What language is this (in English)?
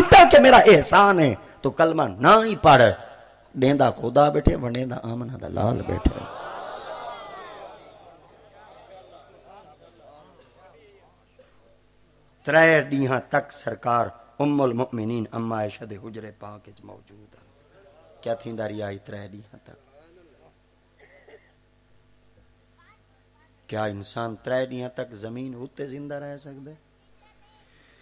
Saraiki